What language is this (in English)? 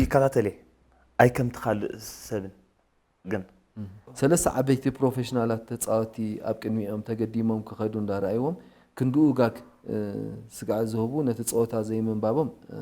Tigrinya